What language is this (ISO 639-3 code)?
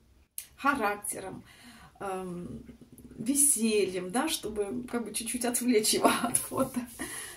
rus